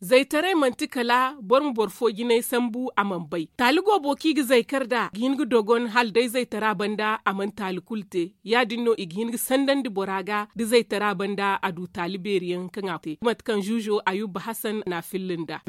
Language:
Zarma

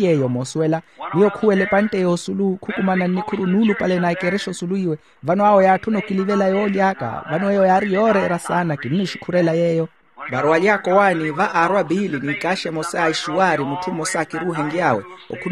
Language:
Makhuwa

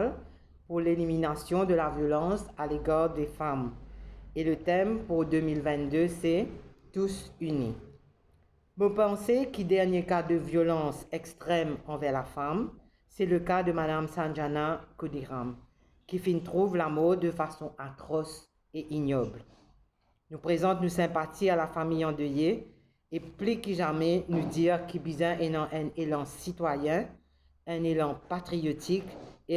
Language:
Morisyen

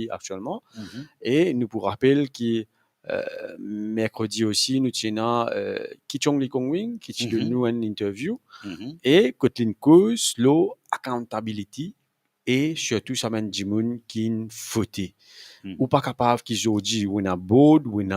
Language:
Morisyen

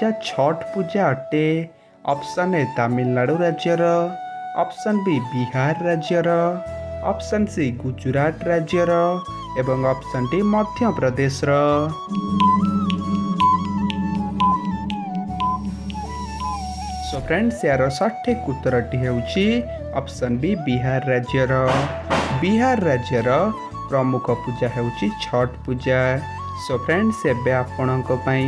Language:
Odia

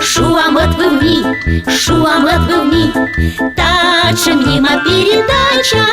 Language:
Komi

